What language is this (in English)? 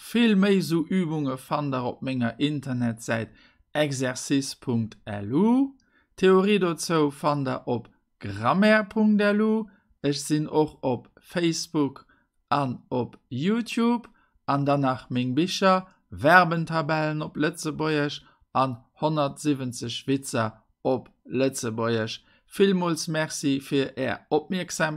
Luxembourgish